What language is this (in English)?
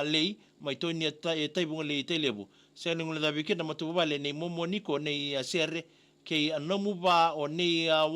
Fijian